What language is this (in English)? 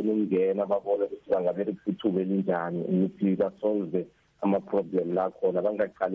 South Ndebele